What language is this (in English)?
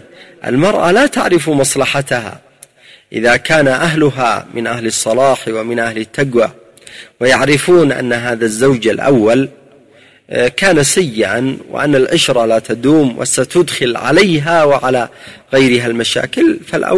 Arabic